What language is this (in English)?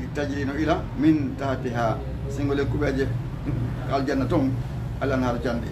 Fula